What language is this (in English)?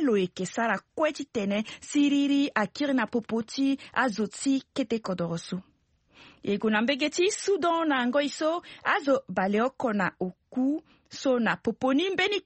Sango